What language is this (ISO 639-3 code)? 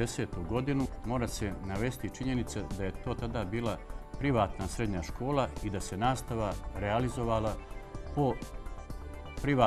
srp